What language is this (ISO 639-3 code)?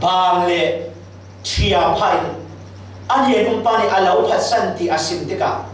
cfm